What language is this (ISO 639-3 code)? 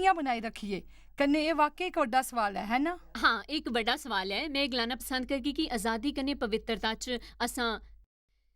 doi